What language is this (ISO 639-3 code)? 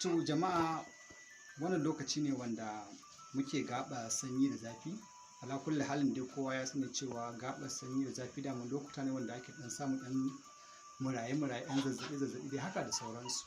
hau